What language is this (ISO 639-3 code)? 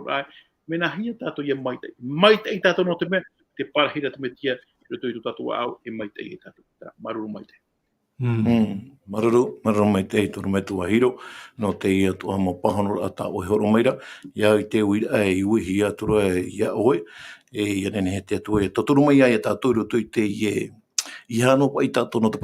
tah